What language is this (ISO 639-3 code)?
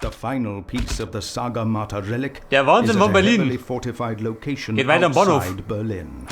bar